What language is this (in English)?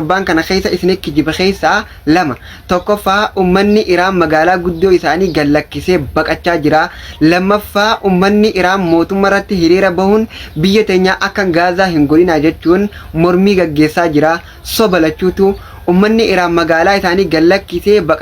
Oromo